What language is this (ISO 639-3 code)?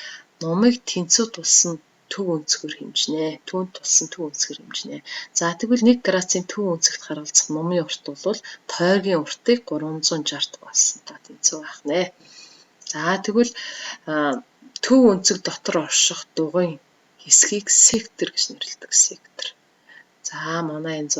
mon